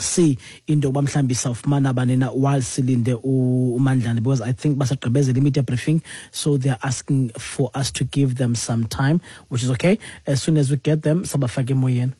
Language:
Xhosa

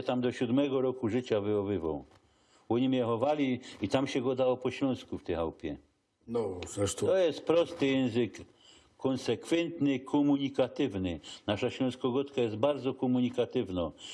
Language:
Silesian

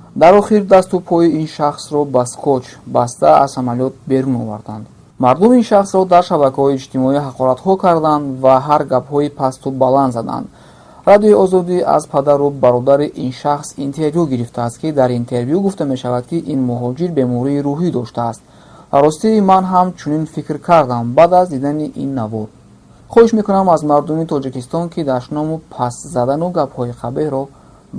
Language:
Tajik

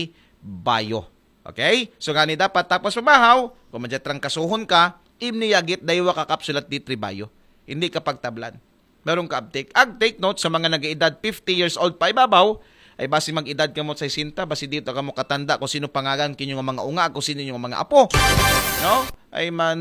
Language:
Aklanon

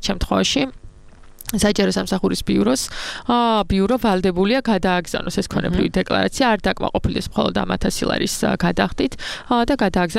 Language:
Georgian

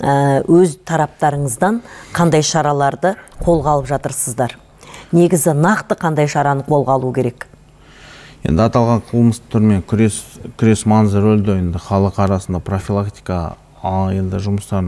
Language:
Kazakh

